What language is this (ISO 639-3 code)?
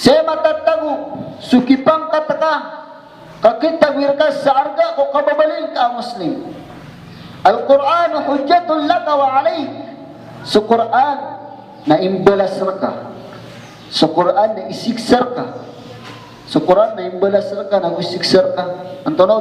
mrw